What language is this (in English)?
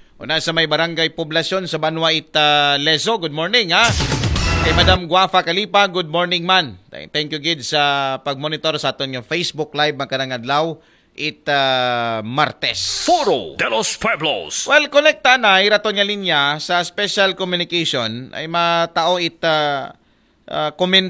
Aklanon